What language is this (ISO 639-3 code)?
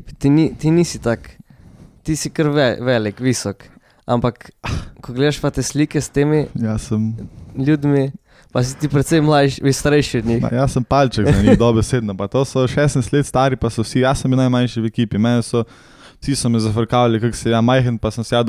slv